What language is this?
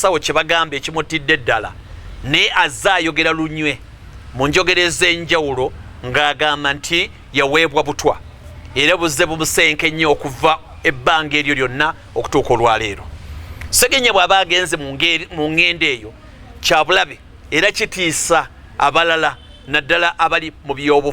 Ganda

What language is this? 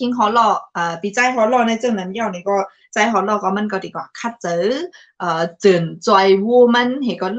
Shan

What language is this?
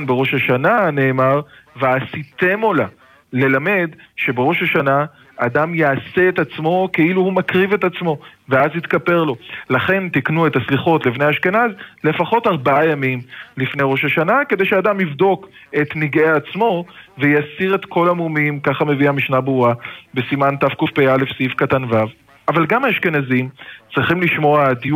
Hebrew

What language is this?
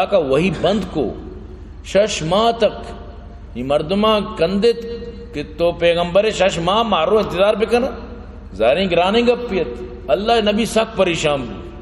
Baluchi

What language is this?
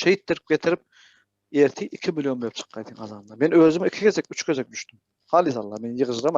Turkmen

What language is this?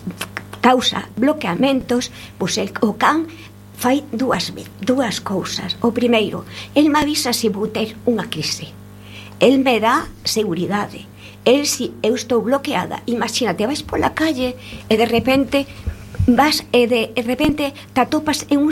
Galician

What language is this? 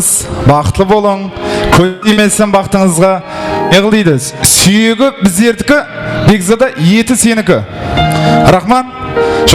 Kara-Kalpak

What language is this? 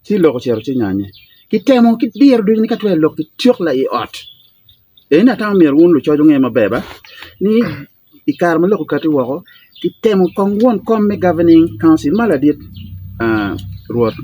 Acoli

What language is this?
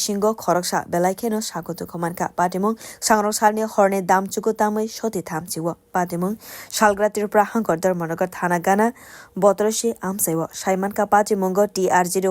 Kok Borok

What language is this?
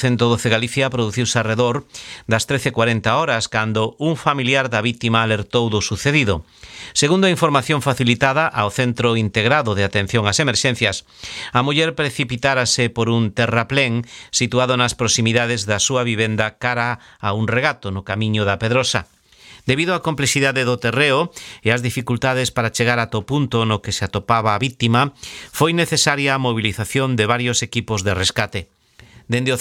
Galician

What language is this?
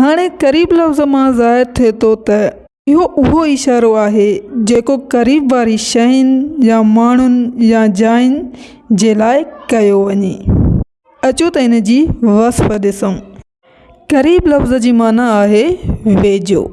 Sindhi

